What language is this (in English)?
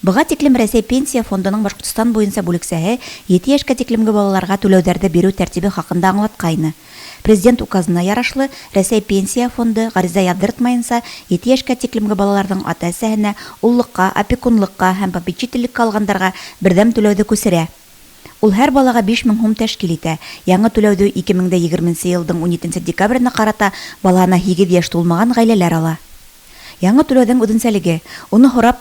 Bashkir